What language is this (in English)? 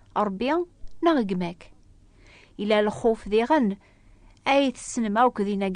Kabyle